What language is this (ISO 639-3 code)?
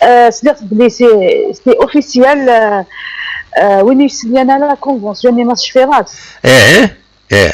kab